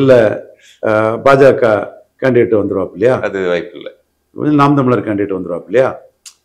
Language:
Tamil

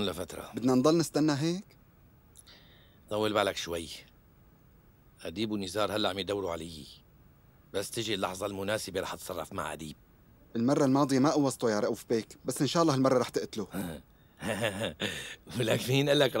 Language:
North Levantine Arabic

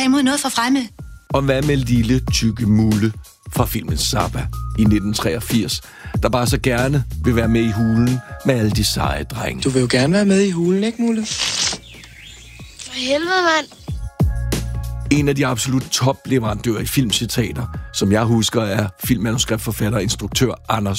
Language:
Danish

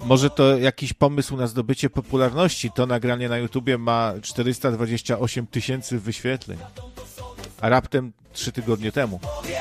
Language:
Polish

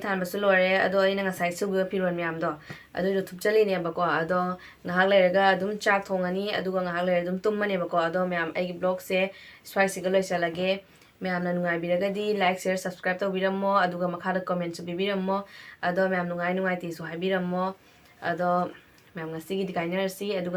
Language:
Manipuri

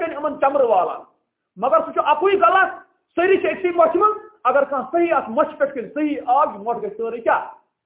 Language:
Kashmiri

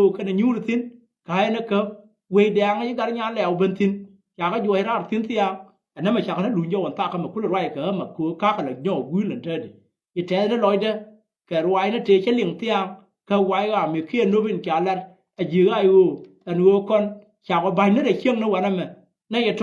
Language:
Nuer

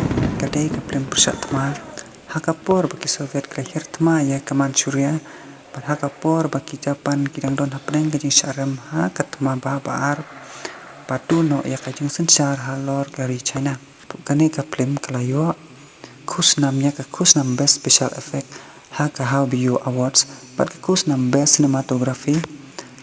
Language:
Khasi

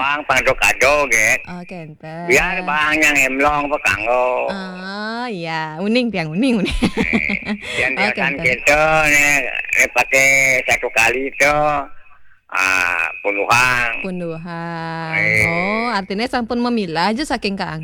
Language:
Balinese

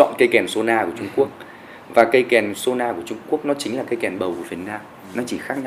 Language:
Vietnamese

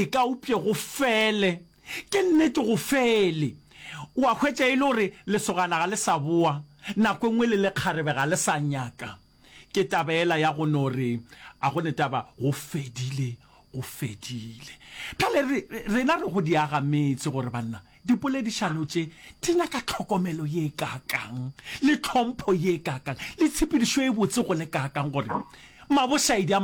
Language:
Northern Sotho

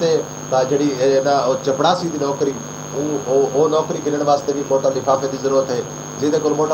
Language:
Saraiki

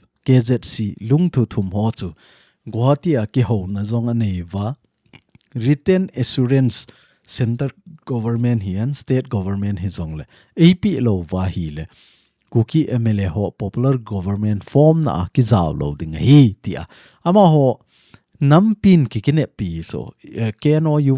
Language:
Thado Chin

